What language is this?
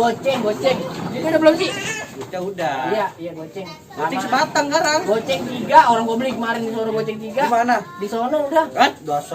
Betawi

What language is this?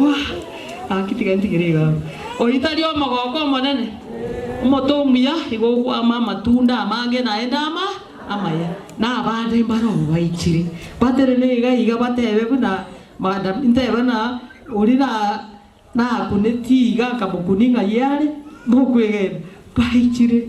Gusii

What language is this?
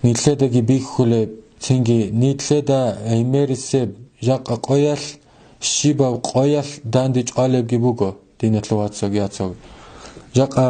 Avaric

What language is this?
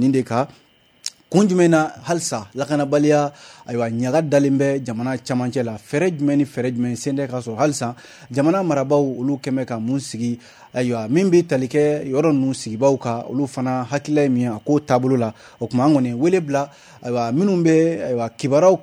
Bambara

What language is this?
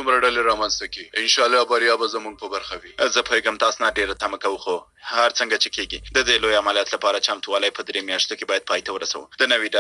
Pashto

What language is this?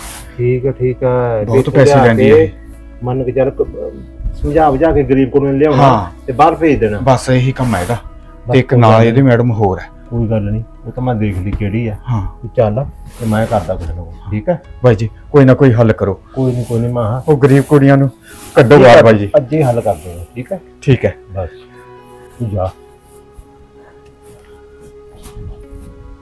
Punjabi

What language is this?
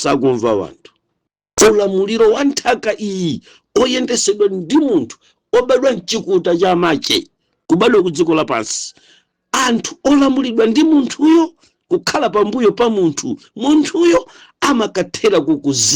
Nyanja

